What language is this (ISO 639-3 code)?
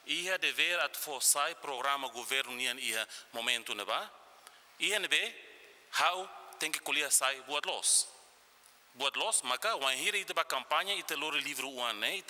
tet